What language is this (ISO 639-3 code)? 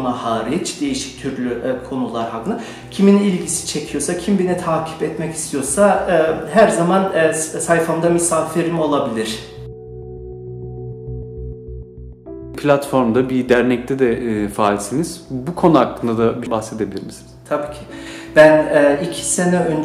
tur